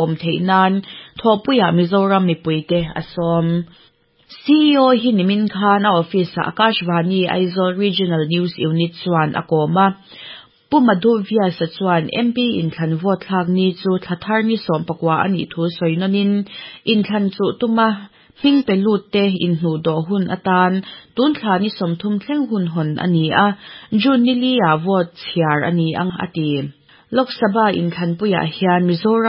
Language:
Mizo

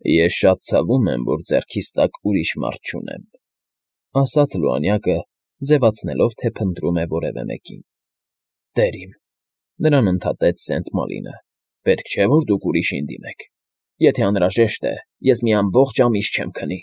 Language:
Armenian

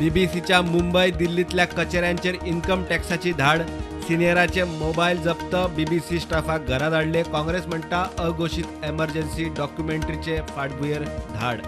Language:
Konkani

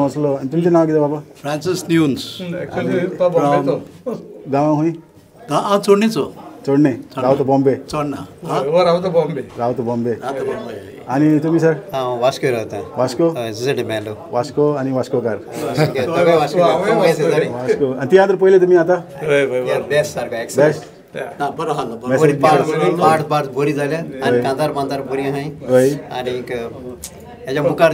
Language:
Konkani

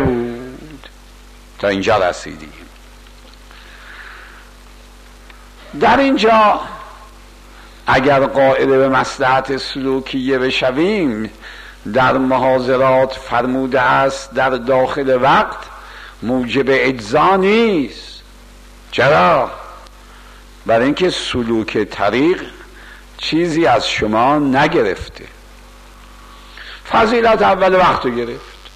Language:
Persian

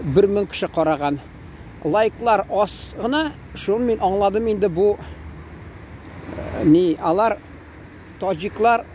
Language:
Tatar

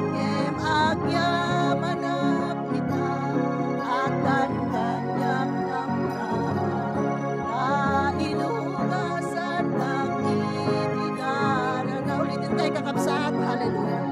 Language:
Iloko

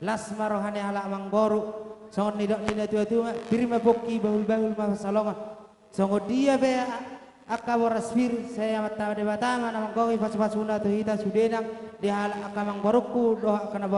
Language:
Batak Toba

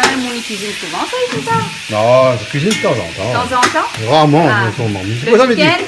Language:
Réunion Creole French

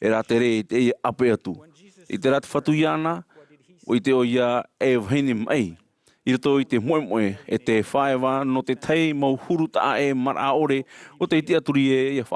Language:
Tahitian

